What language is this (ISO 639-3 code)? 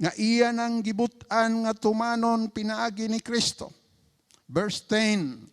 ceb